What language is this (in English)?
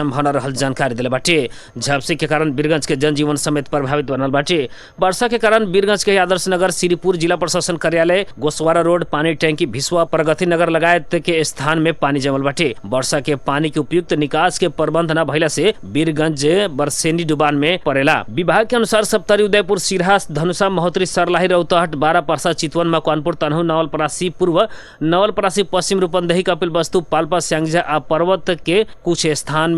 Bhojpuri